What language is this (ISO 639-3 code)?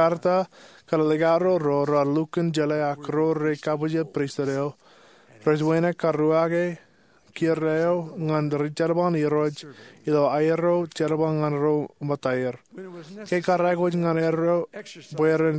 mah